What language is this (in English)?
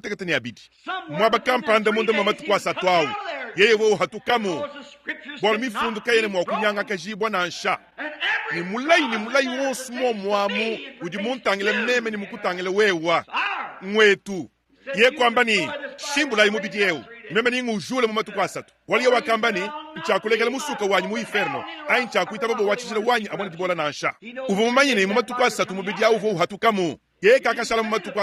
Luba-Lulua